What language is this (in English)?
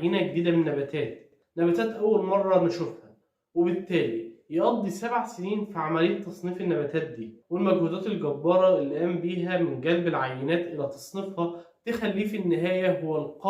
Egyptian Arabic